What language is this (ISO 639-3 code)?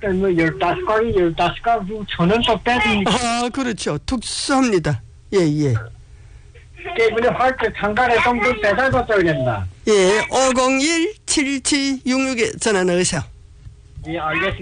kor